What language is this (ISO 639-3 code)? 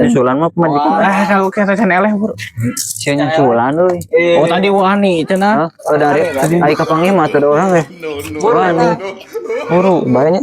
sun